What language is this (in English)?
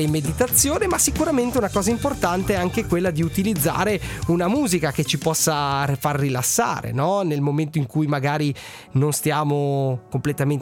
Italian